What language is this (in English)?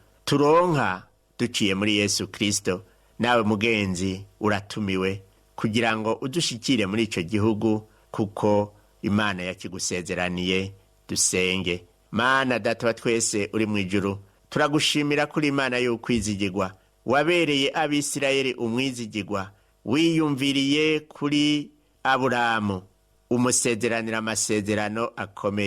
Rundi